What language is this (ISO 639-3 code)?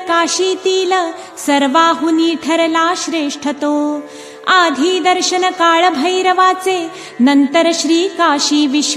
mar